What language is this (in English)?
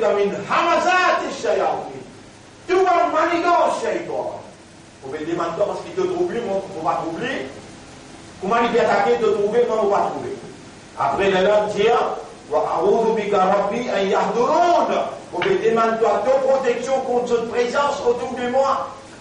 Morisyen